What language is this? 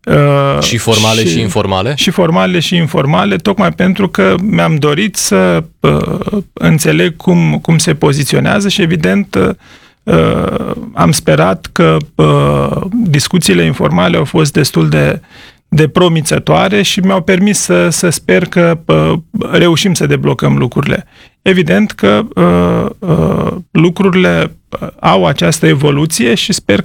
Romanian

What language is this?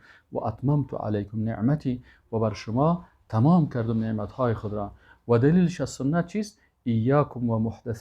Persian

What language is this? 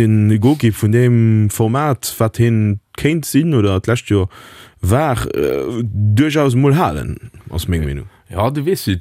Luxembourgish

